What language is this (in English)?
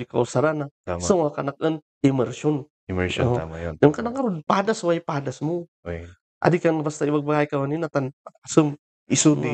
Kankanaey